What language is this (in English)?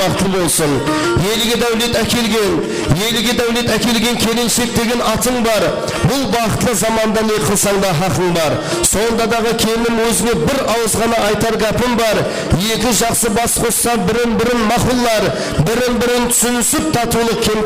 Kara-Kalpak